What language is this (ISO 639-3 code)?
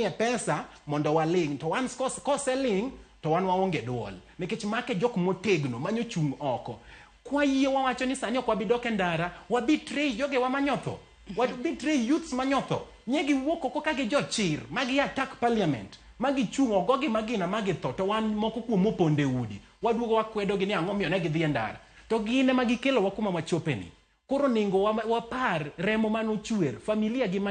luo